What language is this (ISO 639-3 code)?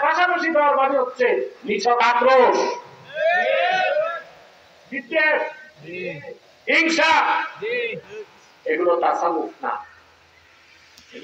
ben